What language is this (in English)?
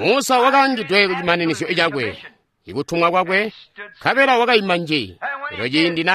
Tonga (Zambia)